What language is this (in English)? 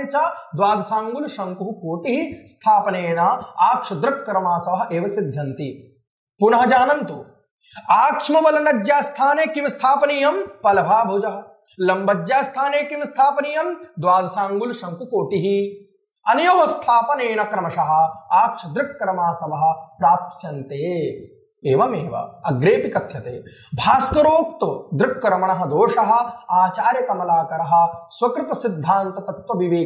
Sanskrit